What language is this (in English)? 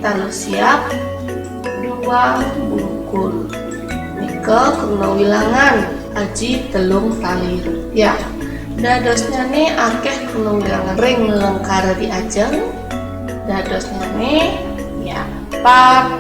Balinese